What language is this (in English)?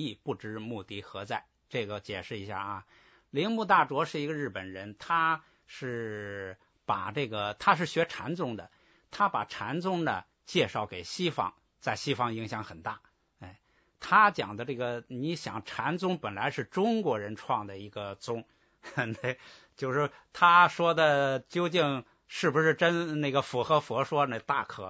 Chinese